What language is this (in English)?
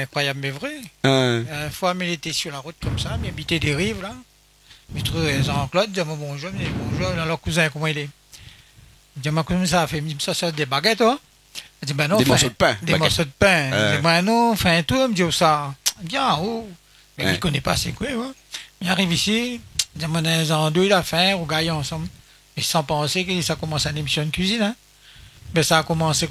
Réunion Creole French